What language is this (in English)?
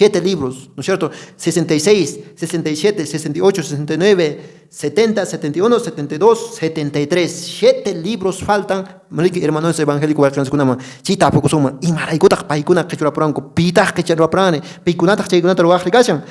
Quechua